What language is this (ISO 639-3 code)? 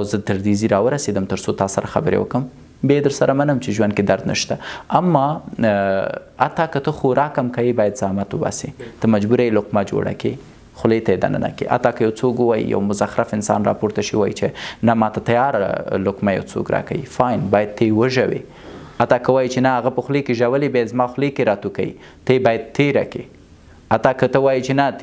pus